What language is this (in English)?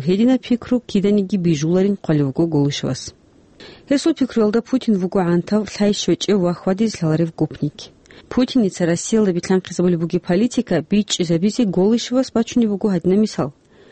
Avaric